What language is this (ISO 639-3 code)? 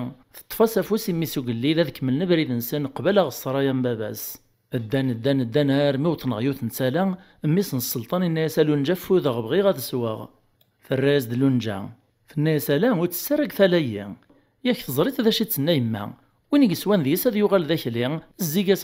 kab